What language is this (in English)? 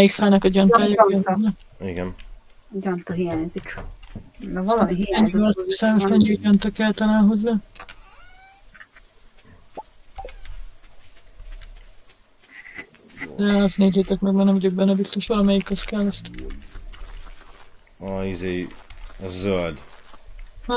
Hungarian